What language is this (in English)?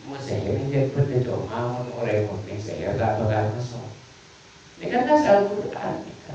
Madurese